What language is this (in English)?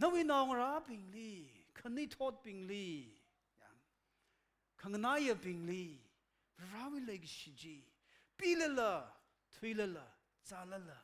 Tangkhul Naga (India)